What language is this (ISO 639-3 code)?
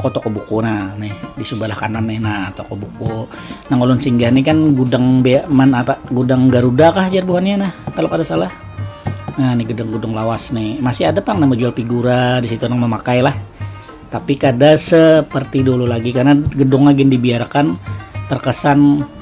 bjn